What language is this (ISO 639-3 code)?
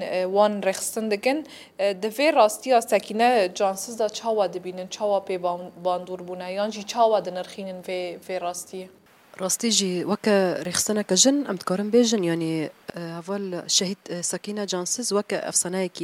kur